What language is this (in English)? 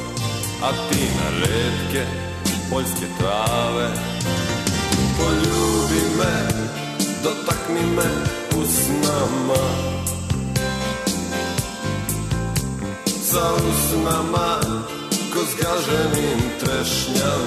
Serbian